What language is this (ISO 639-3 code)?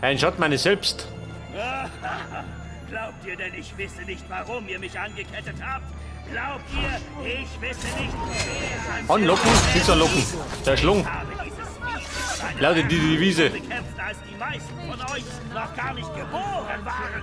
bar